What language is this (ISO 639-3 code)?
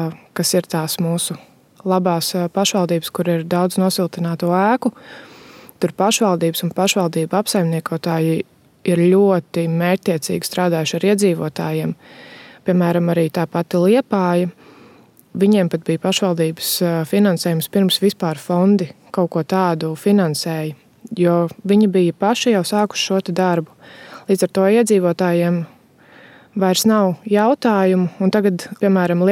lav